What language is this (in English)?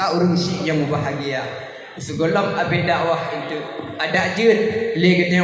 Achinese